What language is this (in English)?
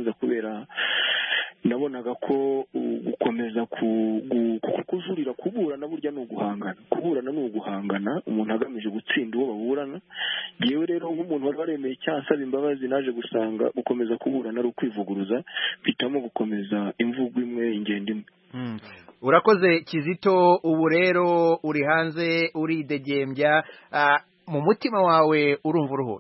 Kinyarwanda